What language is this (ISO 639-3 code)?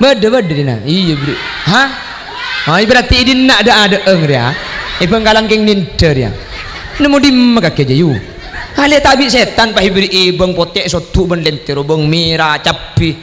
mad